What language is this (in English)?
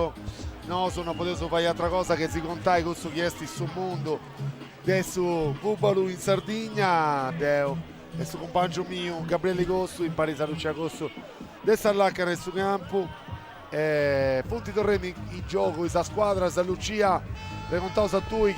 Sardinian